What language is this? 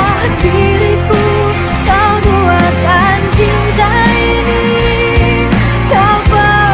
Minangkabau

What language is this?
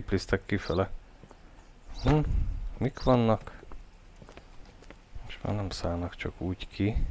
Hungarian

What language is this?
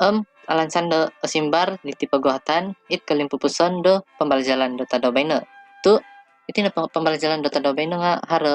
Central Dusun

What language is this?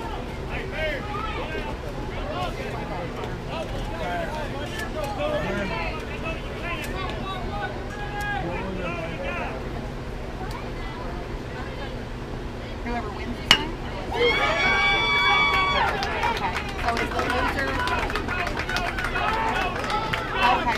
English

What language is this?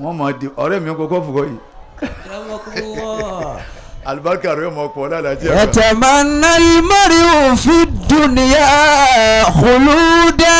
Yoruba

